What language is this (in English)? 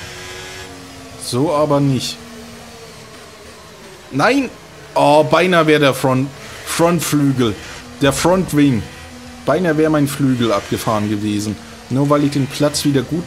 German